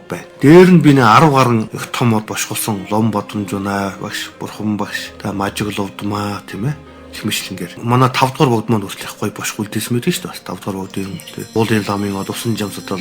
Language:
Mongolian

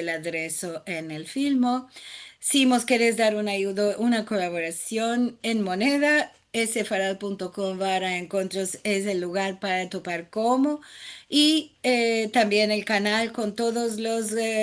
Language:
Ladino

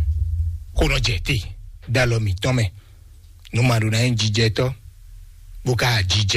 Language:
Fon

